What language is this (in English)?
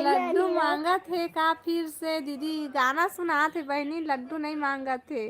Chhattisgarhi